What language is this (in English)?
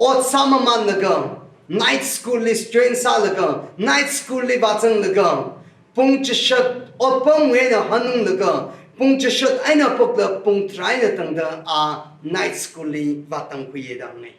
Tangkhul Naga (India)